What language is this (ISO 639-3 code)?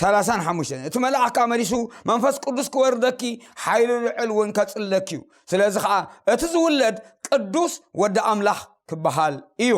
tir